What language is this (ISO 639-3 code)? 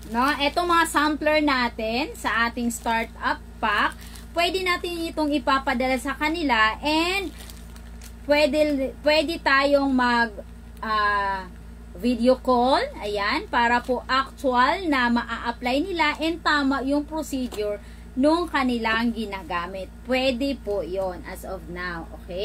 fil